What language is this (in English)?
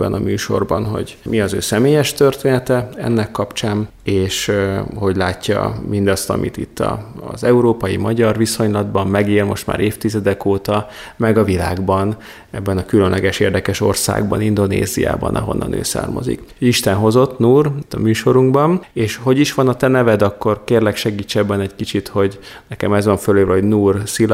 Hungarian